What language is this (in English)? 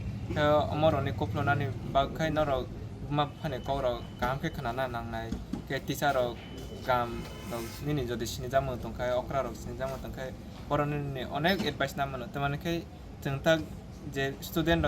Kok Borok